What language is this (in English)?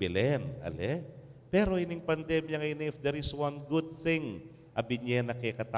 Pampanga